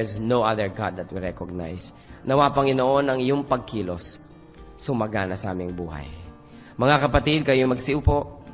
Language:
Filipino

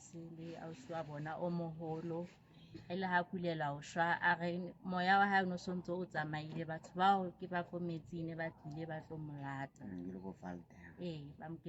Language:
Southern Sotho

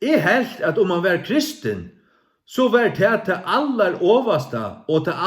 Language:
Faroese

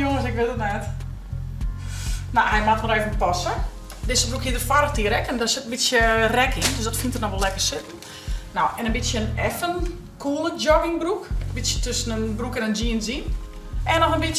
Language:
Dutch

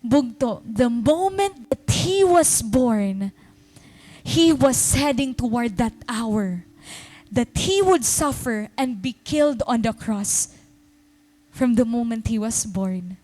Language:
Waray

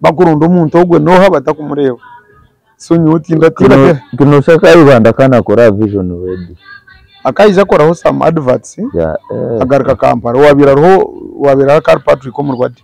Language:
Nyankole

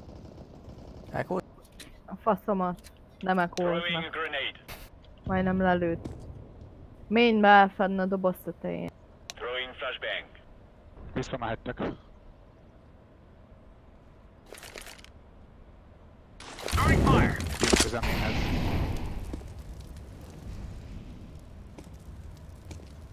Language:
Hungarian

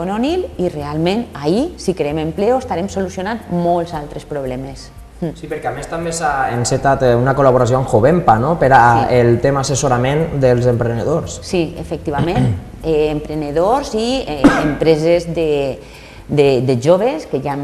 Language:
Catalan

